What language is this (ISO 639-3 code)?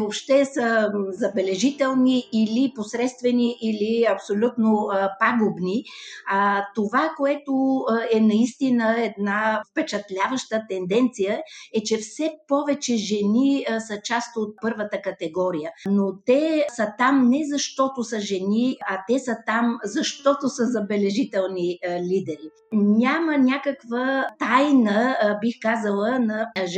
bul